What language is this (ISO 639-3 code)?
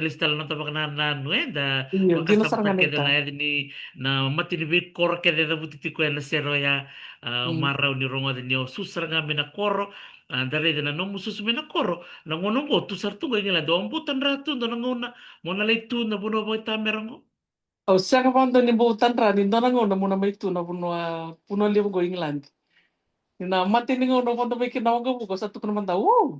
fij